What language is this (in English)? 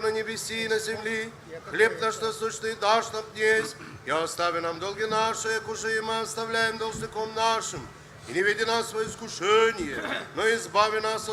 Gagauz